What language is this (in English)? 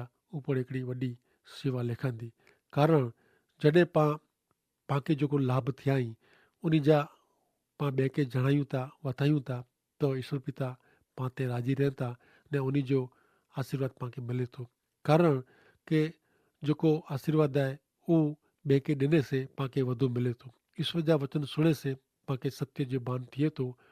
Kachhi